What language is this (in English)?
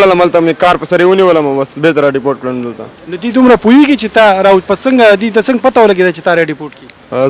Pashto